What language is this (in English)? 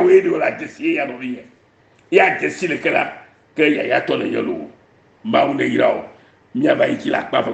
Ewe